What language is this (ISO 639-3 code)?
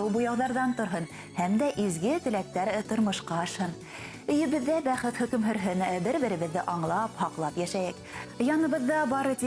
bak